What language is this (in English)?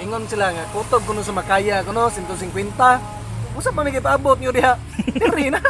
Cebuano